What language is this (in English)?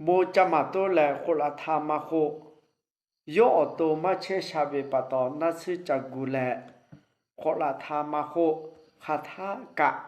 Lahu